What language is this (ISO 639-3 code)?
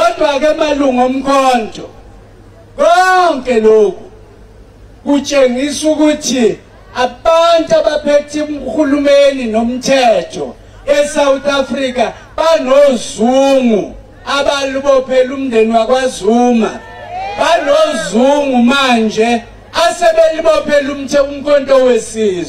zul